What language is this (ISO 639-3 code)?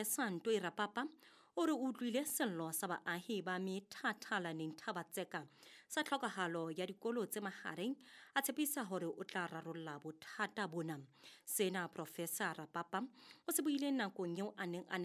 sot